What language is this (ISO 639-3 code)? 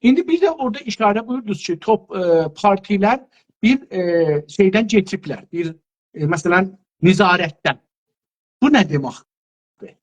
azb